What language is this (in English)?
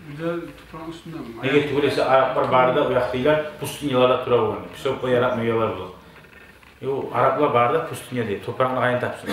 Kumyk